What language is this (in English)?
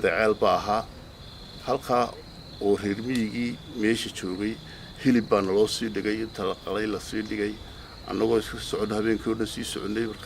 Somali